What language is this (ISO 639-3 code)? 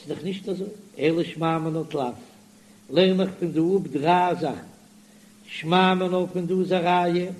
yid